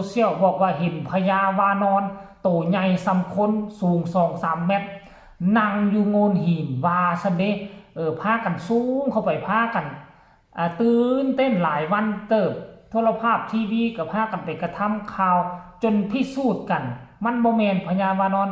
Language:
Northeastern Thai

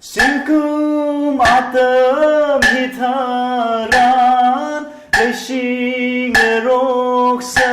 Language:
Tangkhul Naga (India)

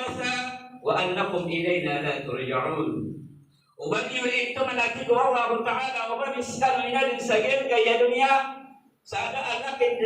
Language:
Maranao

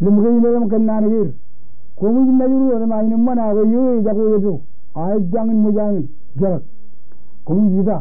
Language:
Marshallese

